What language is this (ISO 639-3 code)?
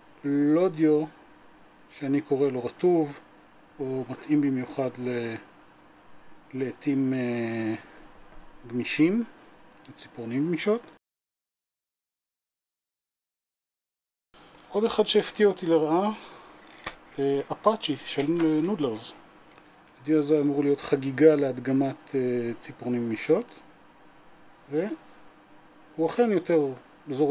heb